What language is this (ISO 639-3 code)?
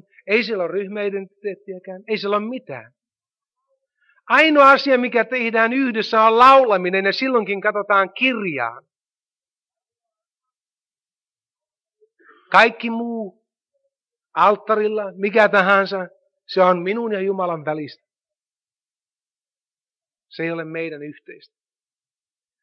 fin